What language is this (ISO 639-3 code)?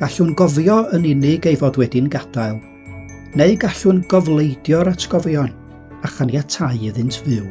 cym